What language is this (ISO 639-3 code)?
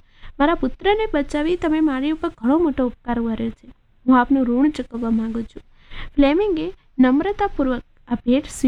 guj